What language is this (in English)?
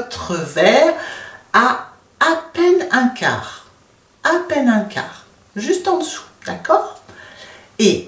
French